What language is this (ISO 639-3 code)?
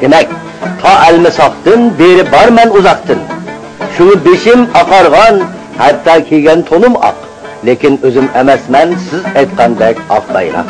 uig